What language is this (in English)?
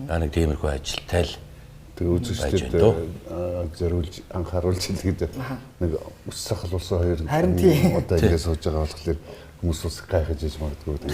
Mongolian